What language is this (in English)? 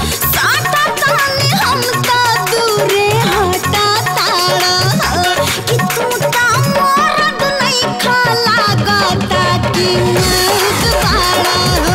Bhojpuri